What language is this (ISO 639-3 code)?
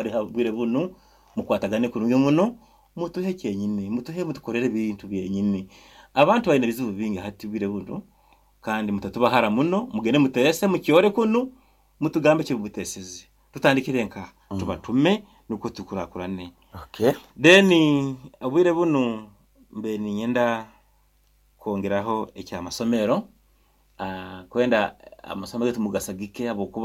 nyo